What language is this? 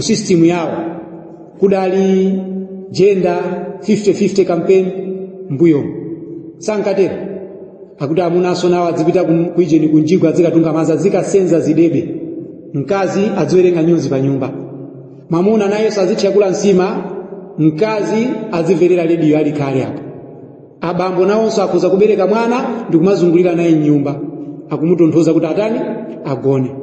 Nyanja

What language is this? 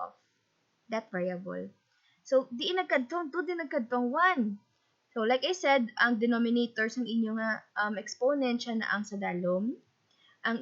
Hiligaynon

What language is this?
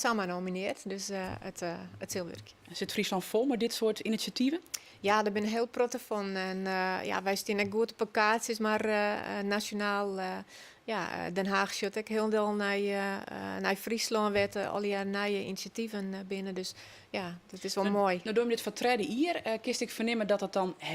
Western Frisian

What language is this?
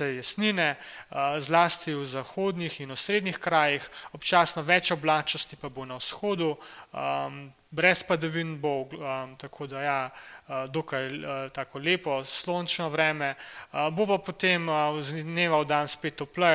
Slovenian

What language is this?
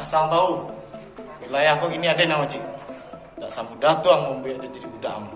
Minangkabau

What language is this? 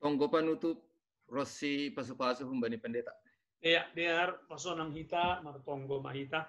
Batak Simalungun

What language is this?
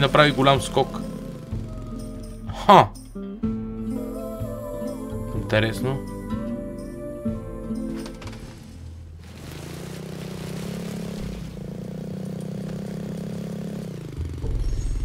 Bulgarian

